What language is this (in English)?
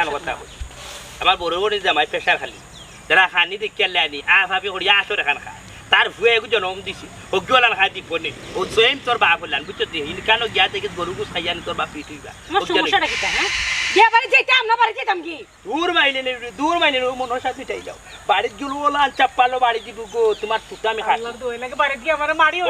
Sylheti